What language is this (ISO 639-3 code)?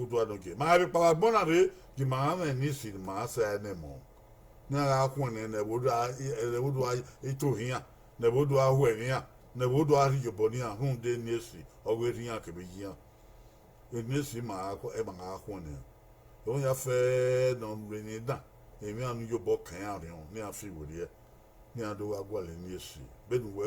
bin